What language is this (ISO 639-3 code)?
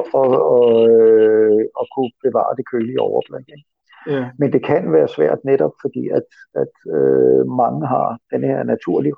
dan